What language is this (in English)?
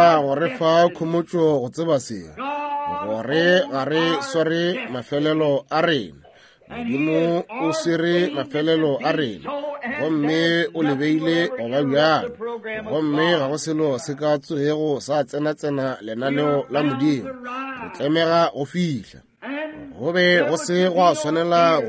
Northern Sotho